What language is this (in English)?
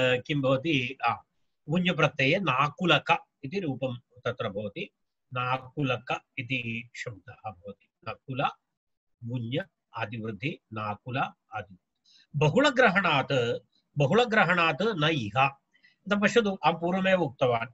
Sanskrit